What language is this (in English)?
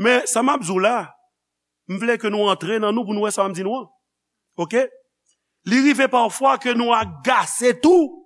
Haitian Creole